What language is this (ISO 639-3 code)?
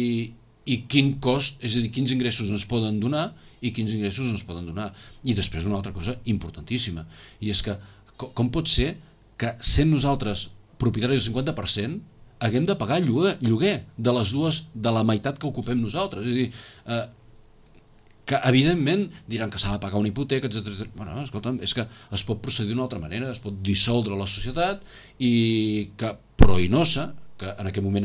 cat